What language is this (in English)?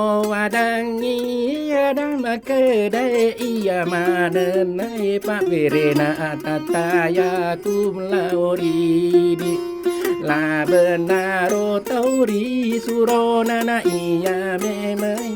Buginese